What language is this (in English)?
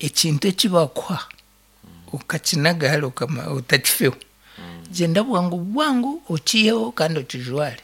Nyankole